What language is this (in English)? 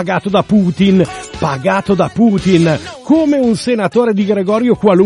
Italian